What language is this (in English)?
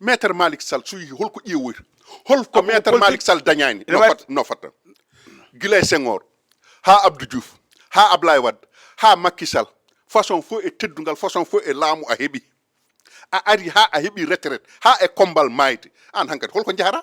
Fula